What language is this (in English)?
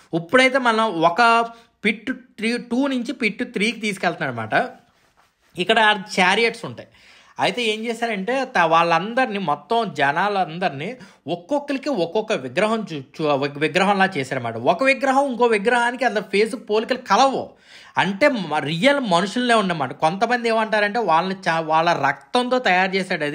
Telugu